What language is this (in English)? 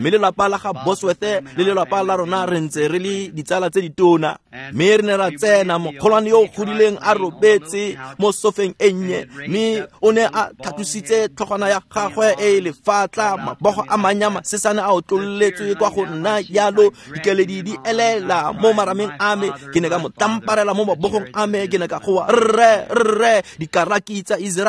Tswana